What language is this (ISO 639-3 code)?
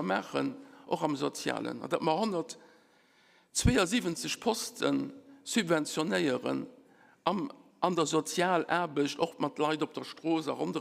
ltz